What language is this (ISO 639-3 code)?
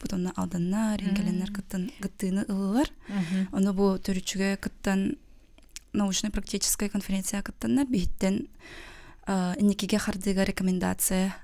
sah